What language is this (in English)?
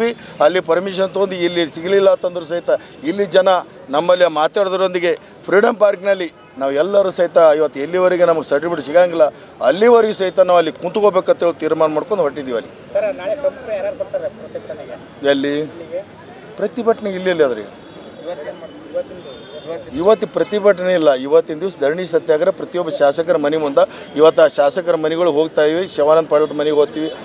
Kannada